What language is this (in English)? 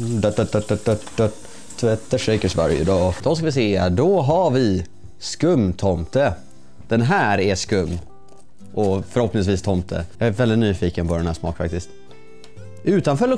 Swedish